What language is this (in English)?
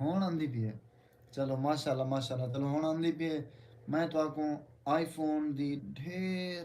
Saraiki